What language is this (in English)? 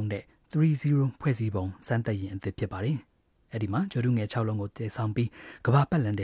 Burmese